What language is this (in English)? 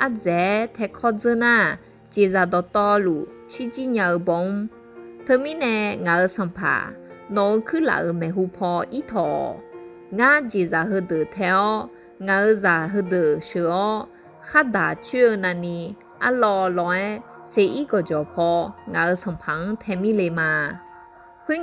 Akha